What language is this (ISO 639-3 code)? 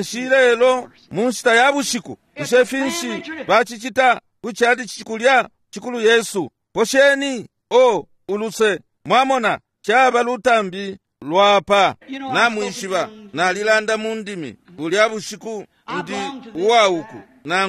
bem